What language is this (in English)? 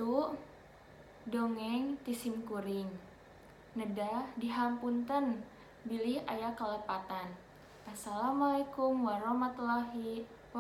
Sundanese